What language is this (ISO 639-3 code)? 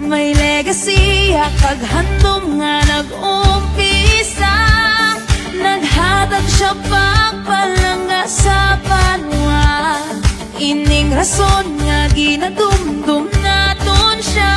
hil